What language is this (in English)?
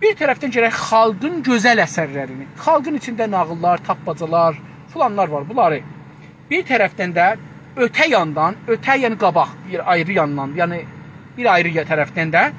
South Azerbaijani